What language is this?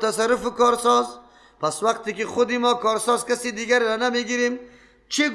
Persian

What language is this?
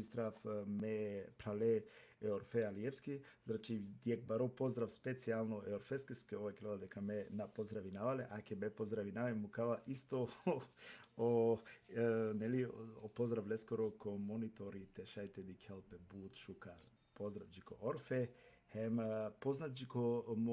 Balkan Romani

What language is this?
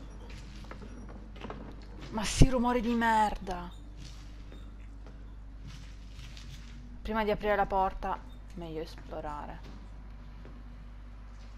Italian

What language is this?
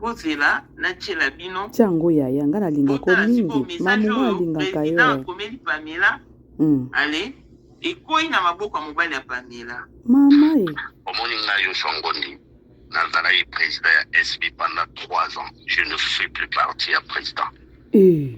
Lingala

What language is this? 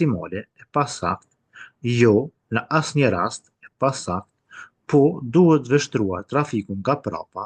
Albanian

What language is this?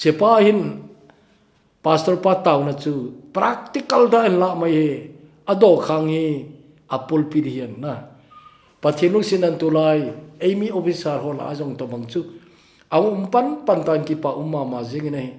Thado Chin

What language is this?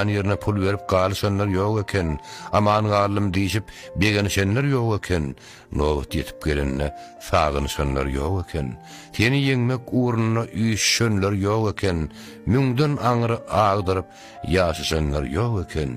Turkmen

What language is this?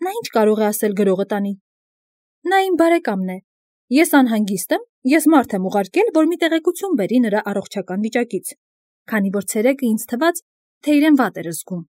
Armenian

